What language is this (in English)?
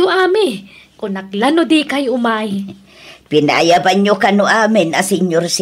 Iloko